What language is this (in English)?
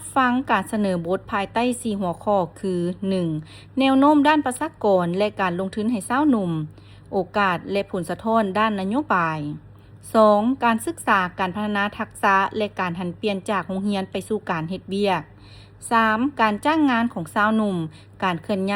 Lao